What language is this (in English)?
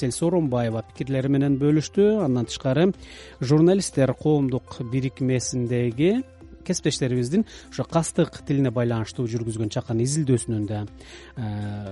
Kyrgyz